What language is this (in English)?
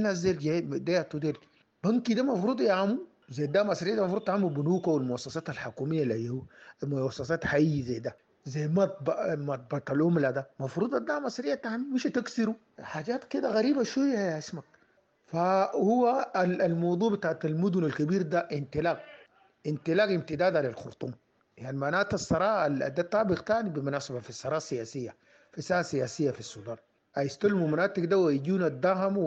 Sudanese Arabic